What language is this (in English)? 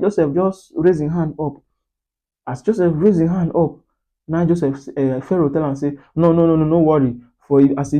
Nigerian Pidgin